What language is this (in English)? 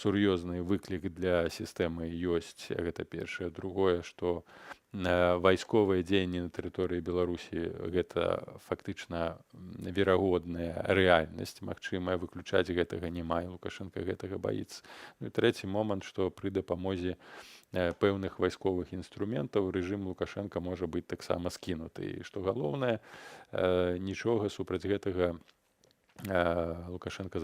Belarusian